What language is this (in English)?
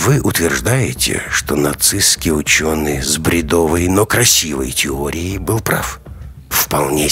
Russian